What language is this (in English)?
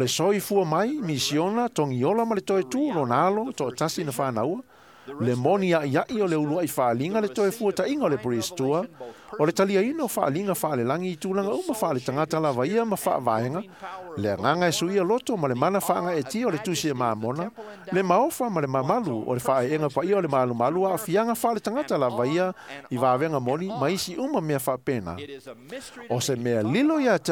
Samoan